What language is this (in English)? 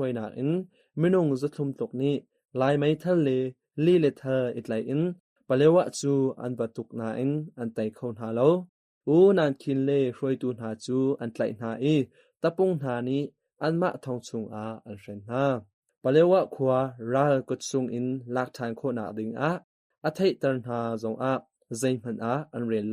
Hakha Chin